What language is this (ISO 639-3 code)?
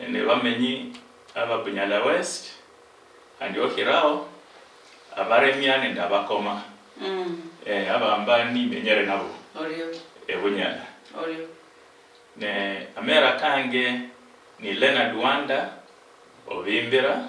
luy